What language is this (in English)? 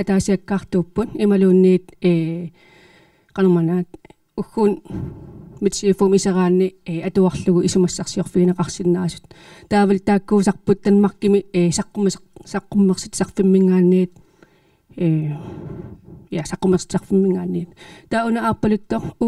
Kalaallisut